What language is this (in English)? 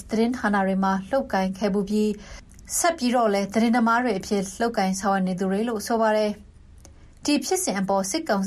Burmese